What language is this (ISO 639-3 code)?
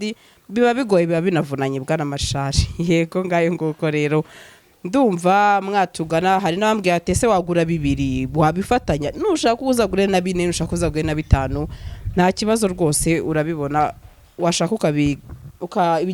kin